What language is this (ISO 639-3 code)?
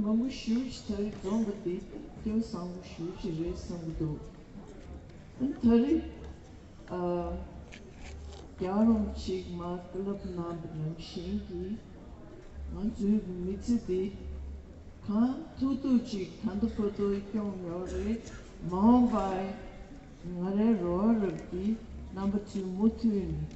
bod